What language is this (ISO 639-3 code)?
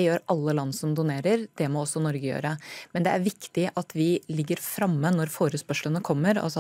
nor